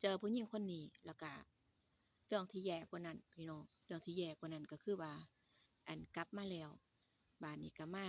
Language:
Northeastern Thai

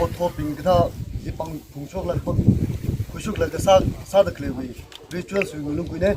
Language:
Tangkhul Naga (India)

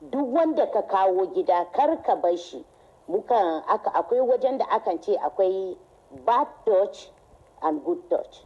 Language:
Hausa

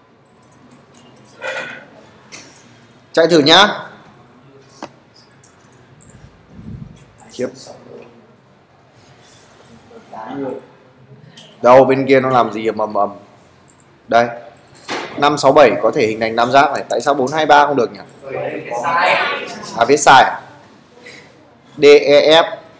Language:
Vietnamese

